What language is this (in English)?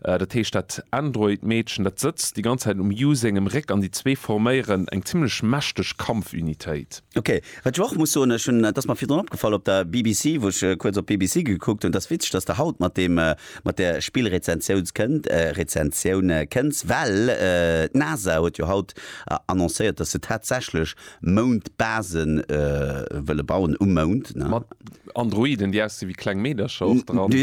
Luxembourgish